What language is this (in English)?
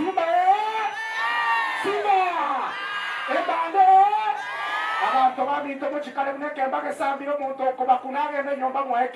Gusii